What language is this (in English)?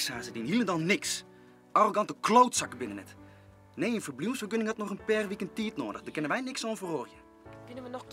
Western Frisian